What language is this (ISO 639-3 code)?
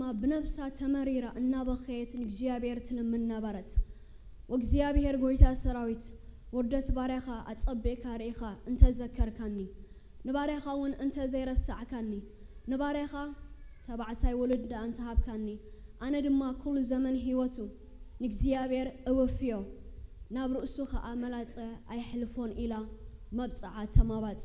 tir